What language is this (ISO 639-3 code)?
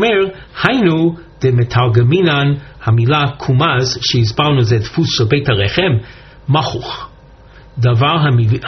heb